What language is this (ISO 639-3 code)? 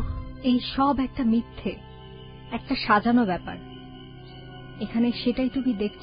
ben